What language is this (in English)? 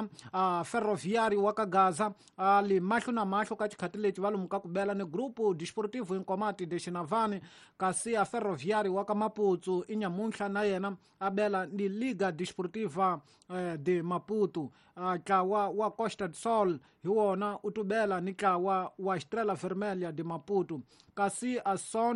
Tsonga